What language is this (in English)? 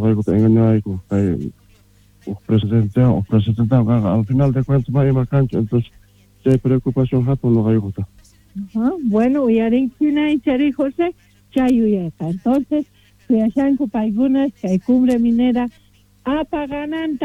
South Bolivian Quechua